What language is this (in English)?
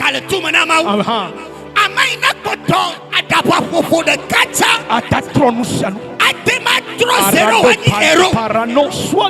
Ewe